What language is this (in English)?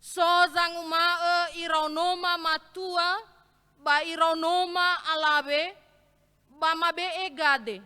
Nias